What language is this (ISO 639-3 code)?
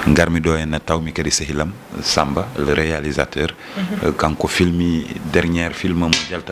ful